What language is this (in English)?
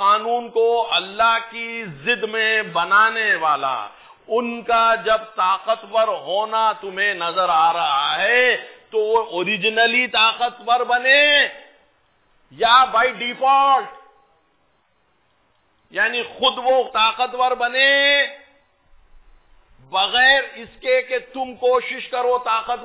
Urdu